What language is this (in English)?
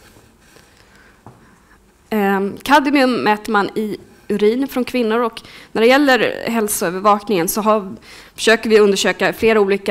Swedish